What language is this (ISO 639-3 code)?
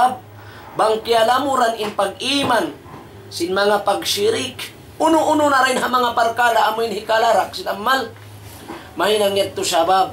tsg